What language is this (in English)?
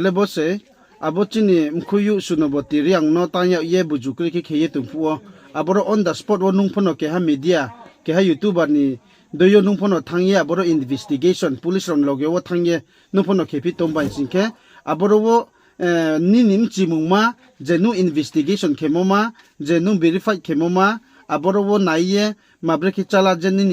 Riang (India)